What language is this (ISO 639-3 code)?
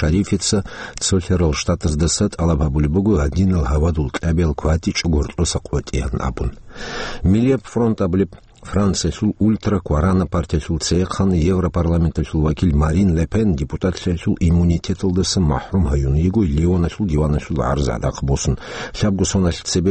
ava